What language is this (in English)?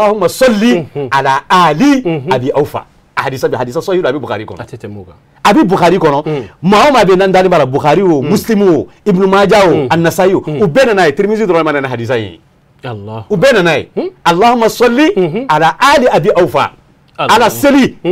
Bambara